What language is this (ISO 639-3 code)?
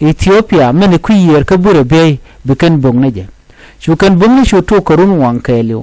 nus